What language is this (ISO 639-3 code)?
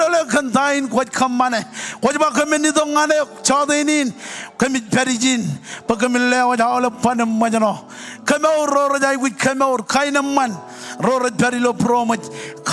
mah